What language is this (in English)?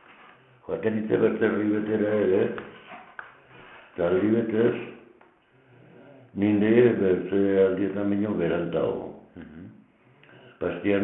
Basque